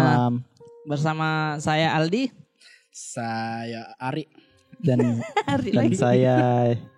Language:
Makassar Malay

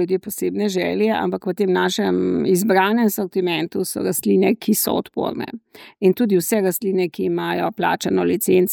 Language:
Slovenian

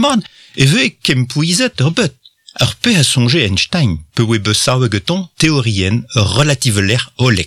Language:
Breton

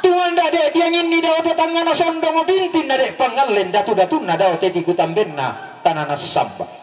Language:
Toraja-Sa'dan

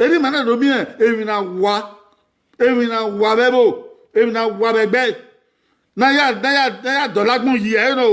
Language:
Bini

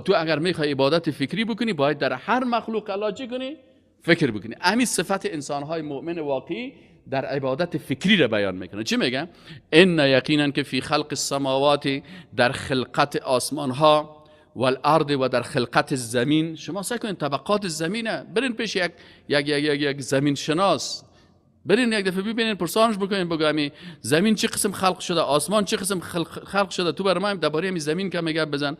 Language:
Persian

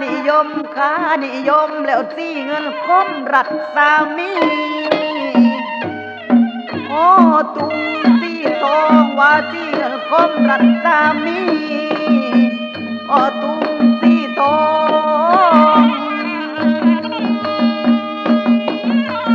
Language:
Thai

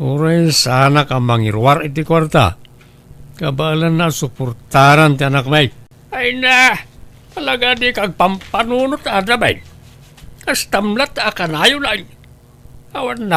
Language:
Iloko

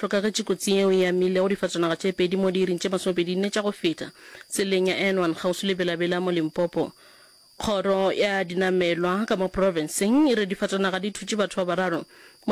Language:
Northern Sotho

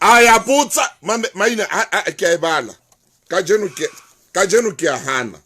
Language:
Southern Sotho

